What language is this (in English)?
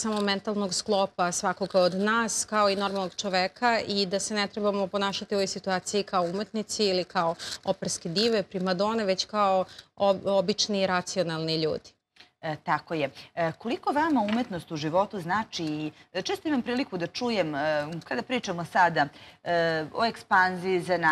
Serbian